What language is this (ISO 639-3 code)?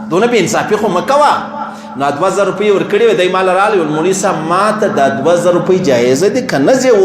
pus